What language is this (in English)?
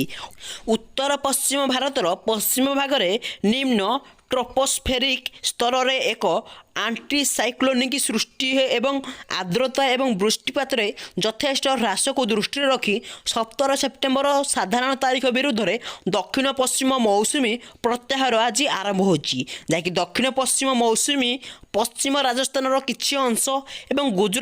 Odia